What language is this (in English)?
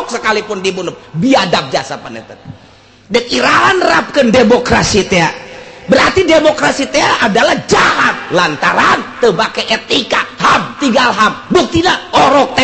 Sundanese